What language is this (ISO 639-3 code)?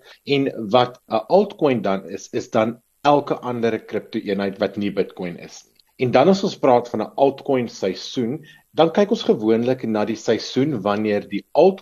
afr